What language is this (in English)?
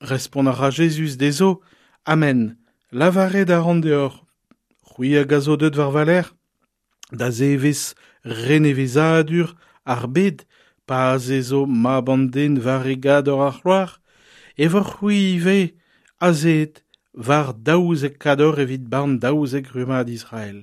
Breton